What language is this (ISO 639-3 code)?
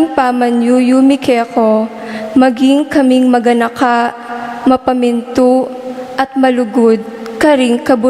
pam